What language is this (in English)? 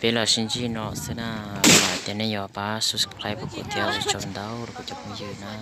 Hmong